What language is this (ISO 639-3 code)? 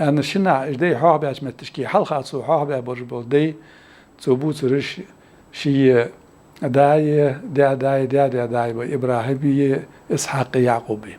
inh